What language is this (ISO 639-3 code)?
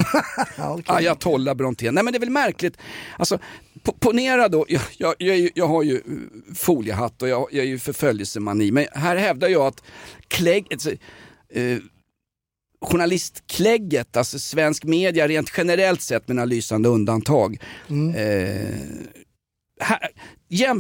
swe